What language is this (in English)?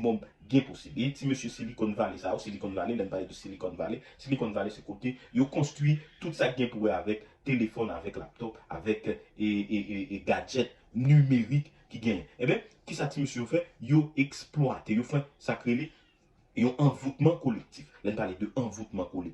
Haitian Creole